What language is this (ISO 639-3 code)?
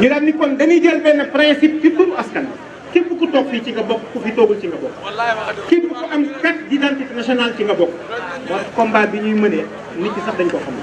wol